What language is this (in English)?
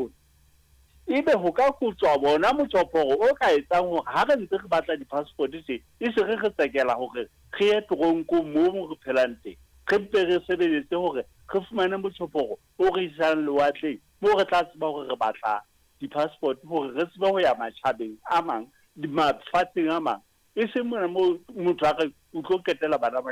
Southern Sotho